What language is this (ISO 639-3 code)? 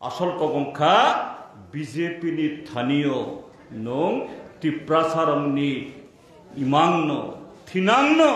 trp